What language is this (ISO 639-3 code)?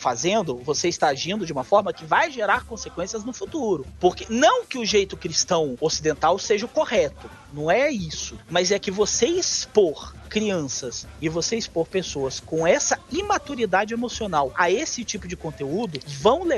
por